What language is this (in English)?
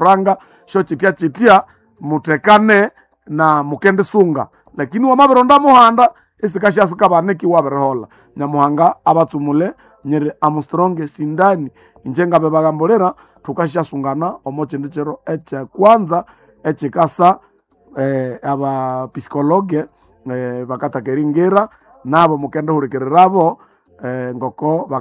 Nande